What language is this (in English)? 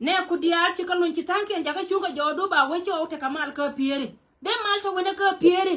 Nuer